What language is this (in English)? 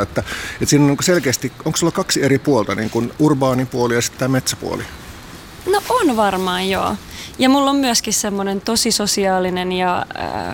Finnish